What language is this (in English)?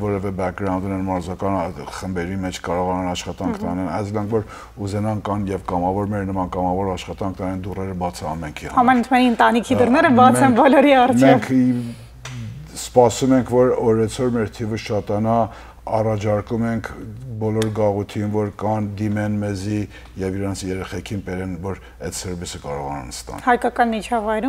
Western Armenian